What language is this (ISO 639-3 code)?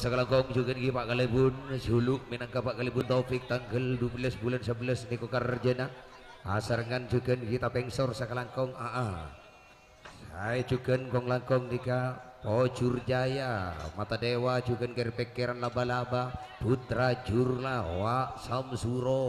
mad